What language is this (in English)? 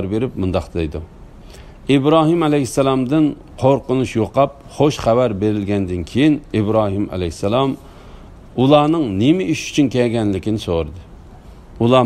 Uyghur